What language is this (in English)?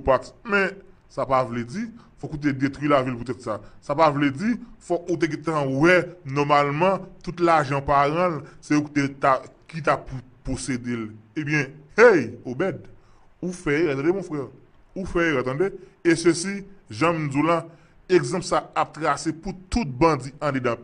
Haitian Creole